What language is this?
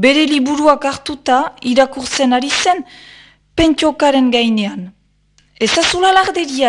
Basque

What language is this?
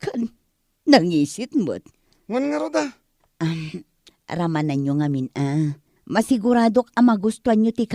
Iloko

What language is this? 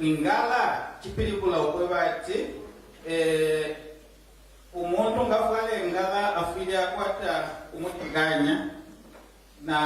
Bemba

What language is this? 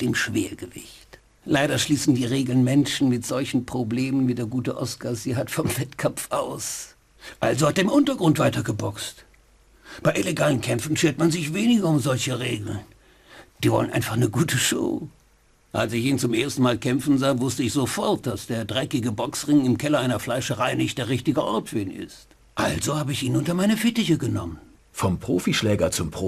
Bavarian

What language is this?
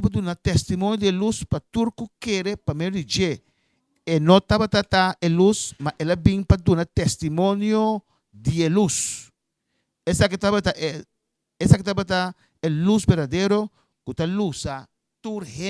Papiamento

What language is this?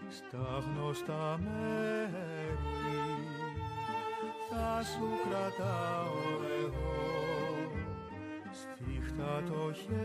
Greek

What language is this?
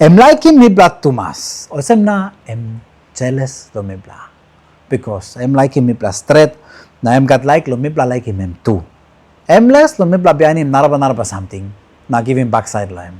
Tok Pisin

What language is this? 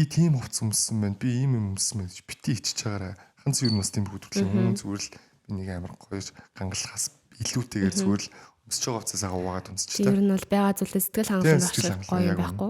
Mongolian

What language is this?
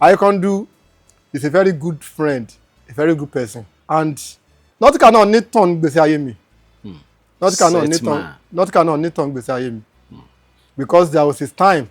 Yoruba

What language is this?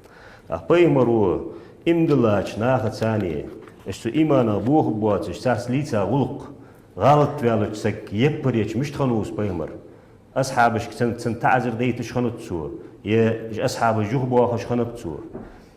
Ingush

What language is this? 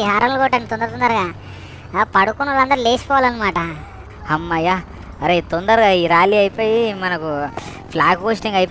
Telugu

